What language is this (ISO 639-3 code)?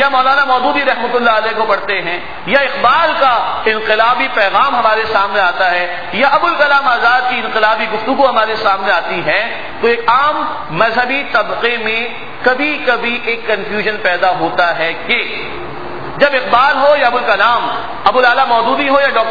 urd